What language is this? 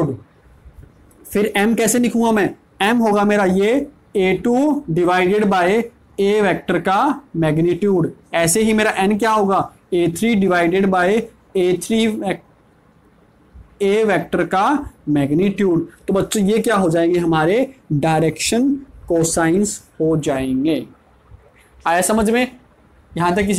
Hindi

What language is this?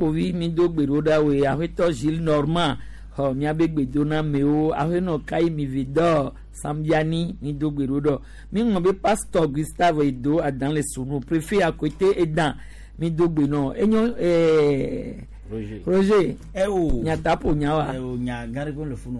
Gen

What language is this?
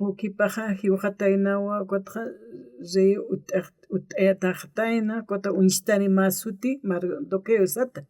Aymara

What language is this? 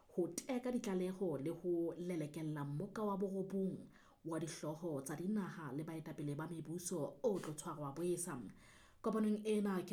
Southern Sotho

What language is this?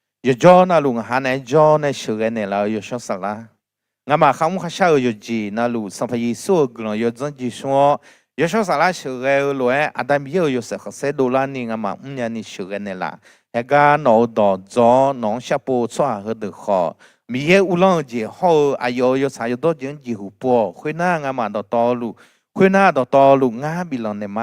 Akha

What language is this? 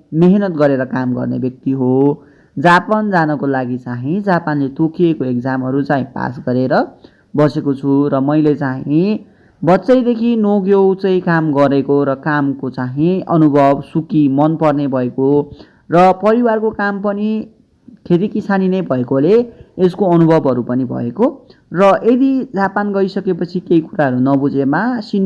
Nepali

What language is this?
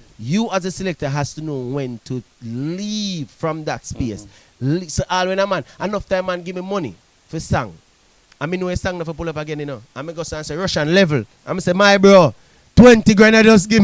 Jamaican Creole English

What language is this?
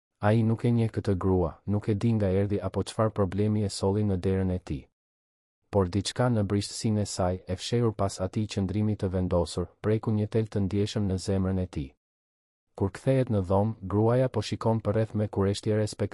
Albanian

